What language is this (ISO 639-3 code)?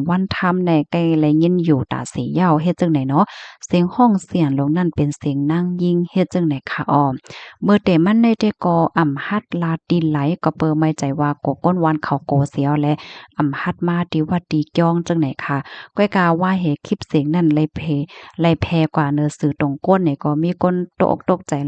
shn